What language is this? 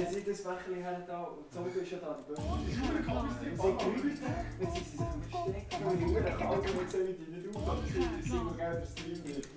Swiss German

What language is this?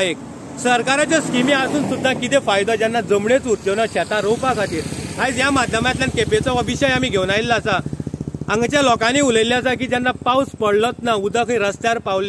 Konkani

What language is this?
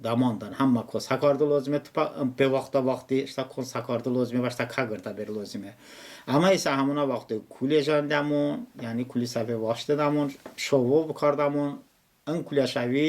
Talysh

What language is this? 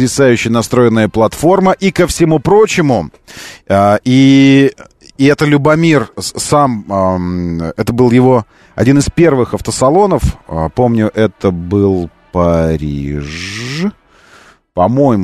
Russian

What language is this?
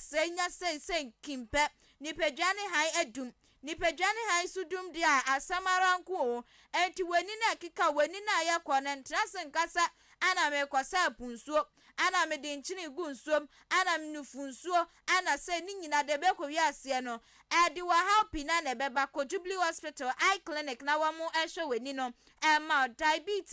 Akan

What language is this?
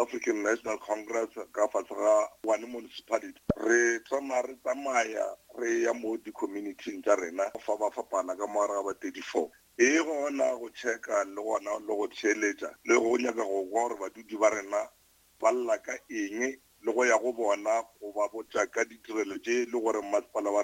Northern Sotho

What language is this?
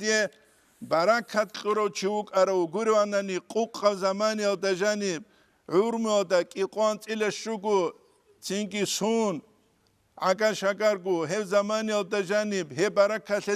Avaric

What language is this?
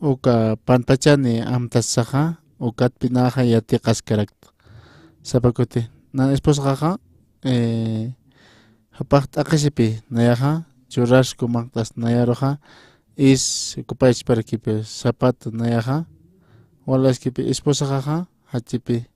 Aymara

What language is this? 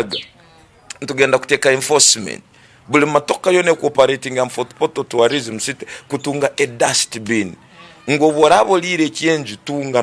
Tooro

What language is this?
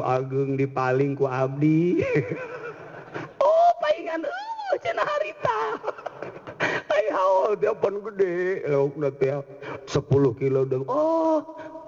Sundanese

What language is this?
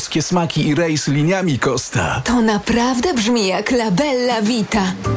Polish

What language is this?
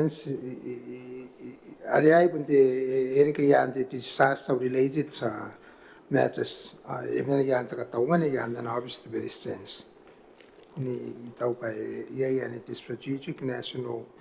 Gilbertese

